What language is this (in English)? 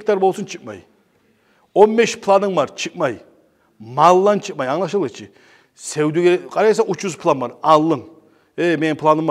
Kumyk